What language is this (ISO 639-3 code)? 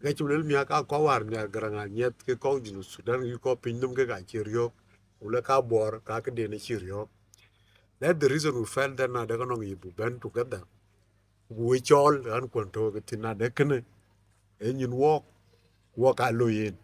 din